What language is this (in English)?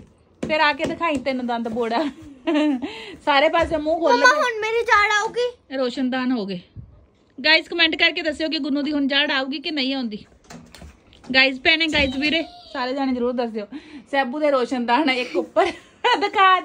Punjabi